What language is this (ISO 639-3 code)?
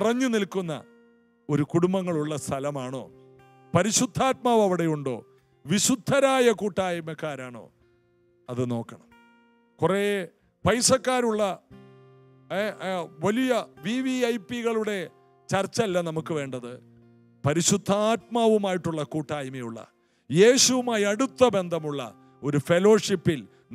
mal